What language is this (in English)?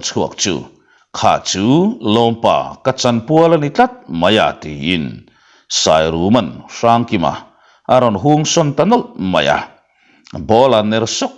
Mizo